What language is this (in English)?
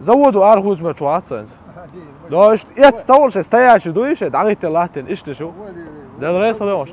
Chechen